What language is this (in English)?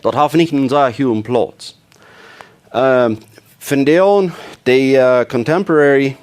Plautdietsch